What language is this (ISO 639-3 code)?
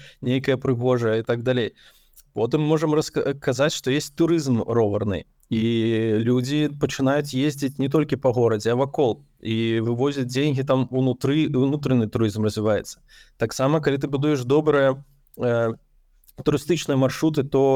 bel